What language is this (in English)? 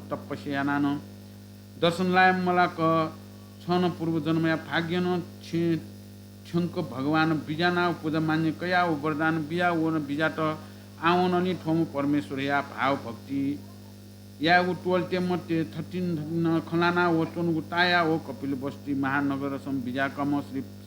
Newari